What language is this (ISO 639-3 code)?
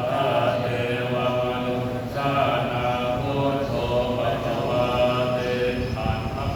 pli